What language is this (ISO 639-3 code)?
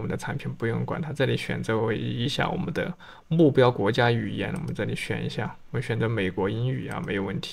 zho